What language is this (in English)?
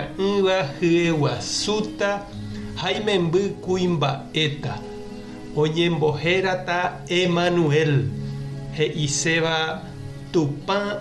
Guarani